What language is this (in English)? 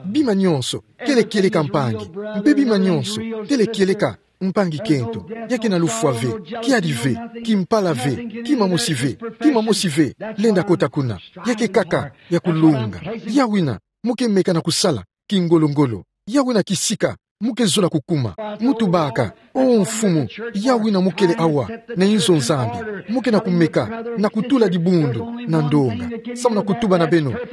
Kituba (Democratic Republic of Congo)